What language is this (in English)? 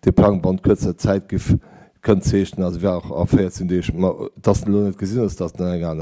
Luxembourgish